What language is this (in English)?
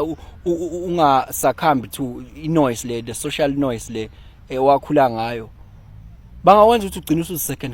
Zulu